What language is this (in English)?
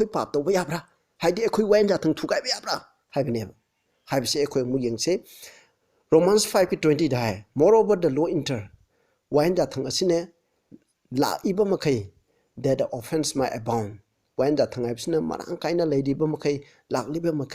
Manipuri